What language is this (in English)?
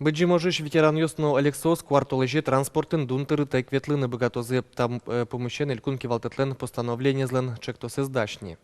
Udmurt